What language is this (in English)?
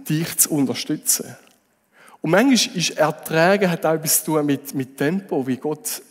Swiss German